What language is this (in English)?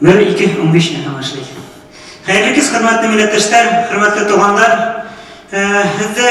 Bashkir